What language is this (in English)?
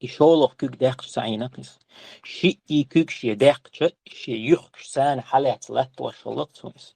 Chechen